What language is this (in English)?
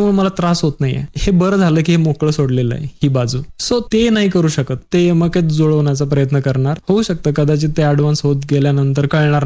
Marathi